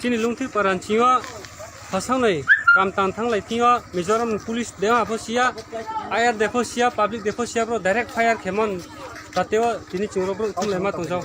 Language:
Riang (India)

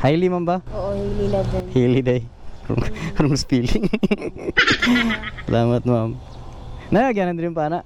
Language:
Cebuano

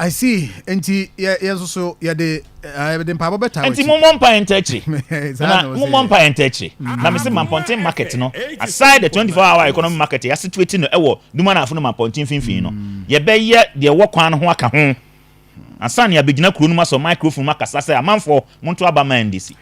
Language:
Akan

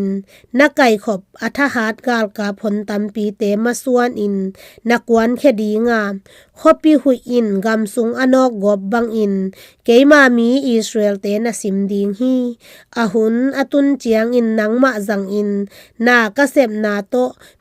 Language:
Tedim Chin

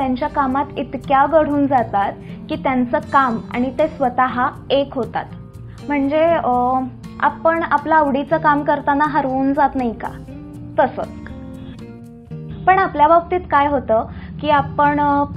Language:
Marathi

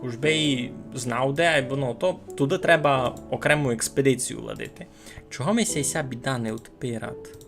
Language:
Rusyn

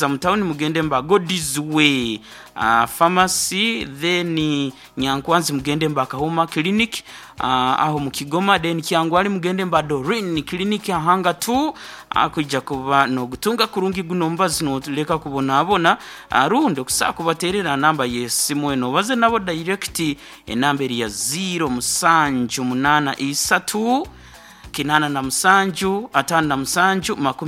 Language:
Nyankole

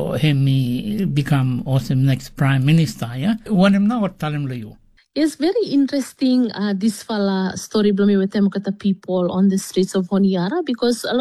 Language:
Tok Pisin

